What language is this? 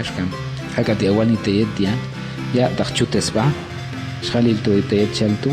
Popti'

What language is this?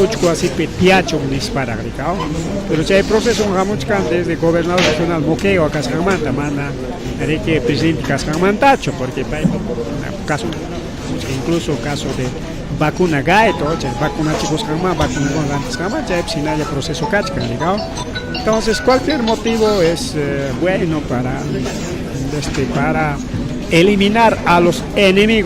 Ayacucho Quechua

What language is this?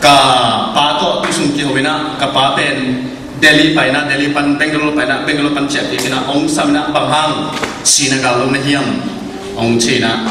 Tedim Chin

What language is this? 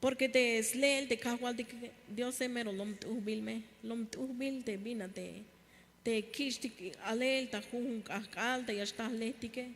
Tzeltal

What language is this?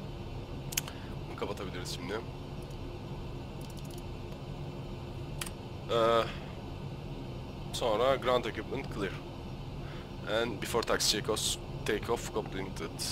Turkish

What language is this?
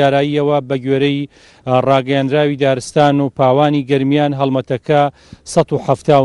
Central Kurdish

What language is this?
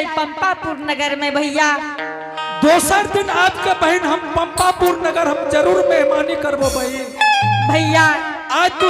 Angika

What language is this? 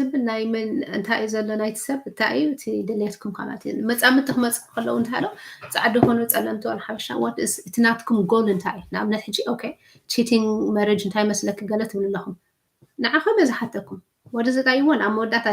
Tigrinya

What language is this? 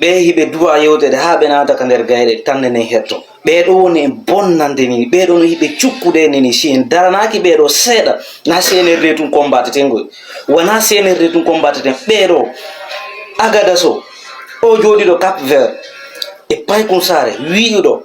Fula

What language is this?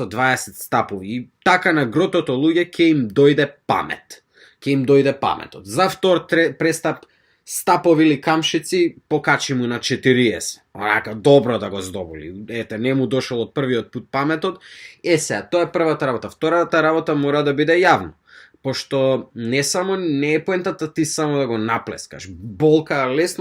Macedonian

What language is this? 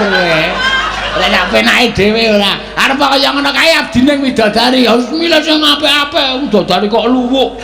Javanese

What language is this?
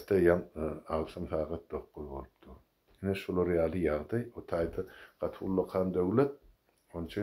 Turkmen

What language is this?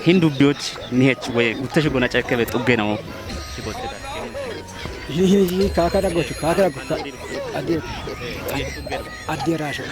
Kafa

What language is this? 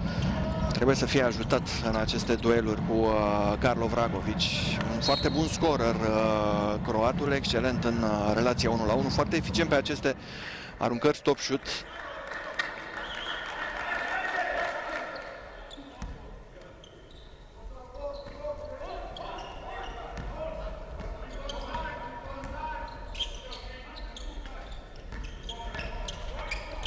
Romanian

